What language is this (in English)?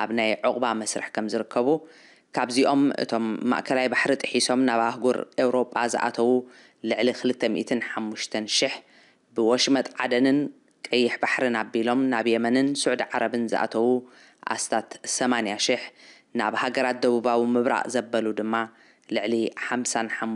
Tigrinya